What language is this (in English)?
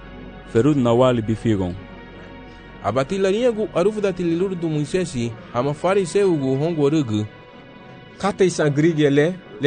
Garifuna